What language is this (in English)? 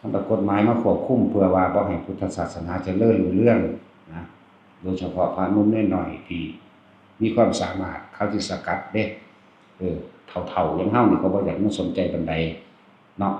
Northeastern Thai